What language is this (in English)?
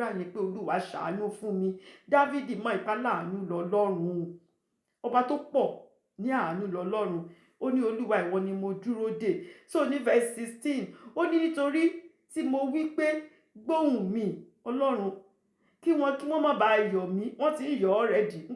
Yoruba